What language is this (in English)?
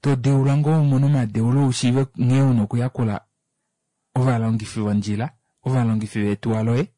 Kuanyama